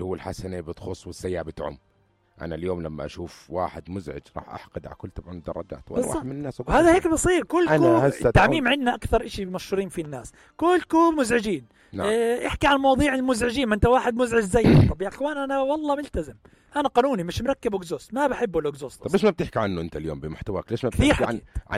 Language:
North Levantine Arabic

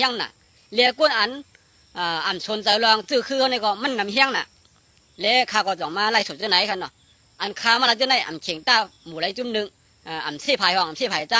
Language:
Shan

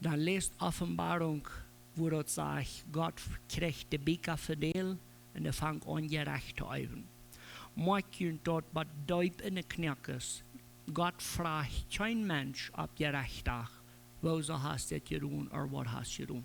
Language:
Plautdietsch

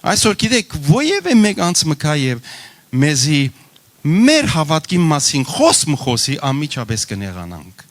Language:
Western Armenian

